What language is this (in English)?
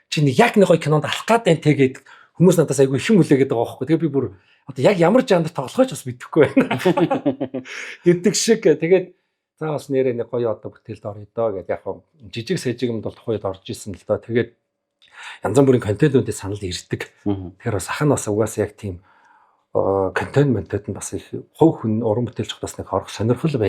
Mongolian